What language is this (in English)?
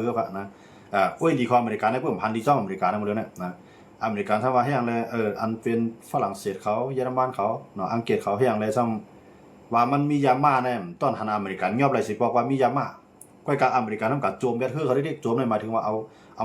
Shan